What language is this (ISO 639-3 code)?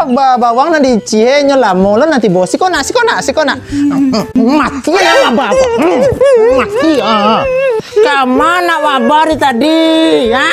min